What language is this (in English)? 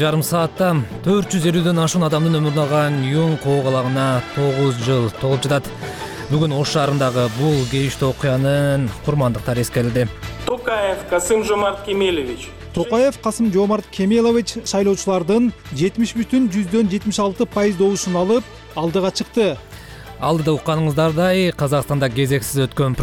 Kyrgyz